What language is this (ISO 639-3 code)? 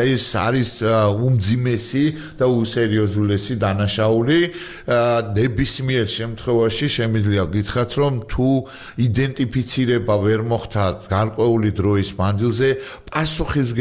kat